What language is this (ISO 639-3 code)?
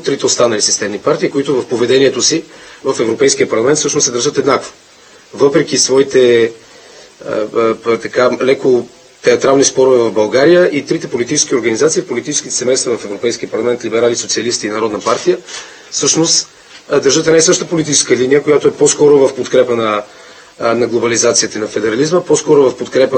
bul